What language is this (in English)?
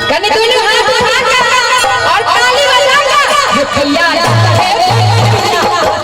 Maithili